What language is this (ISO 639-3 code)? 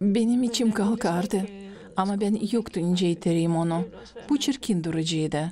gag